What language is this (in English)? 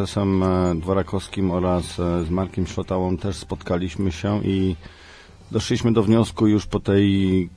Polish